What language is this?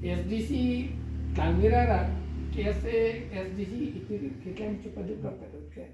Karbi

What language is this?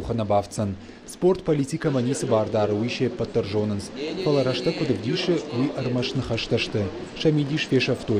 Ossetic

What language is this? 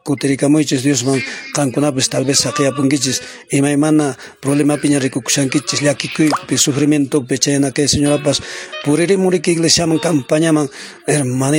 Quechua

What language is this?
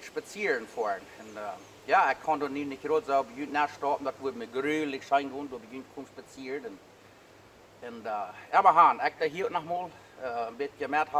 Plautdietsch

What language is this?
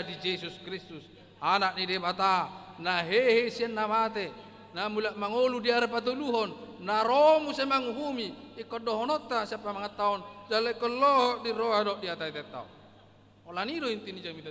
Batak Toba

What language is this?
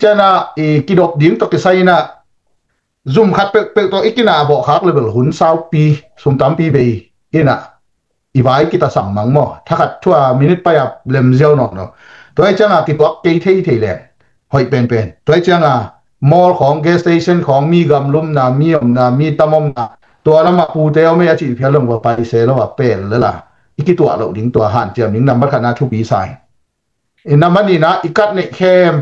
Tedim Chin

